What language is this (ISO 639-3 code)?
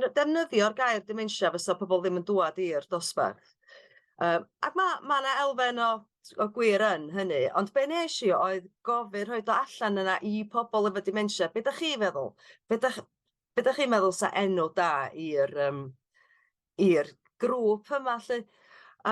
cym